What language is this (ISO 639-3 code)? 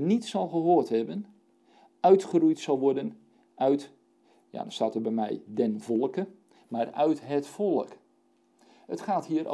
nld